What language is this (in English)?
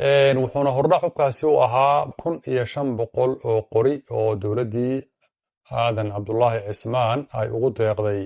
Somali